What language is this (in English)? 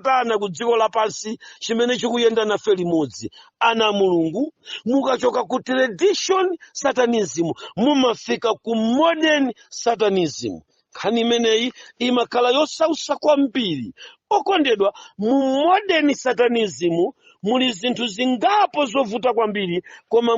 Nyanja